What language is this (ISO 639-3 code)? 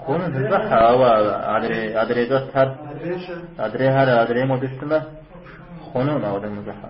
kbd